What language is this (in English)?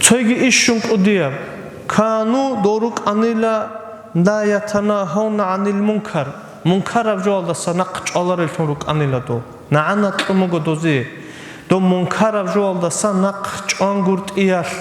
Avaric